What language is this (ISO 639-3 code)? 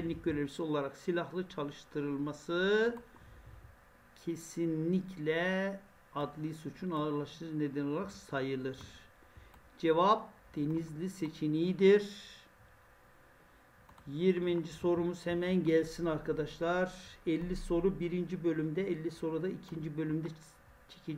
tur